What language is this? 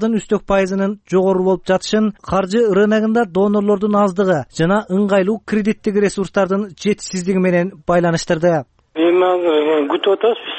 Kyrgyz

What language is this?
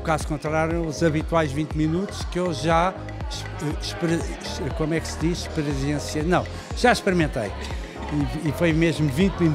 Portuguese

